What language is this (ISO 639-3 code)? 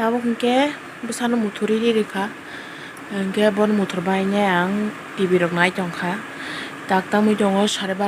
trp